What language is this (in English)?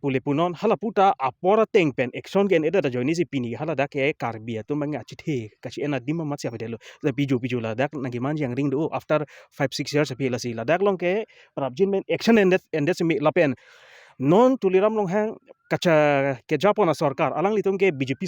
Karbi